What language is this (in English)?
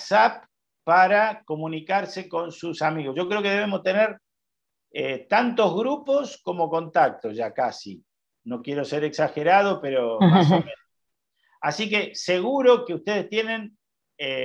Spanish